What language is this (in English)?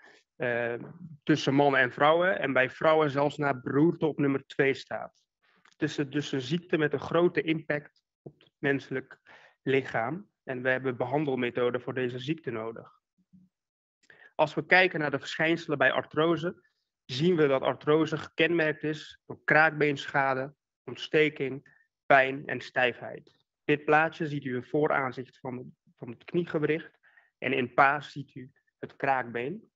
Dutch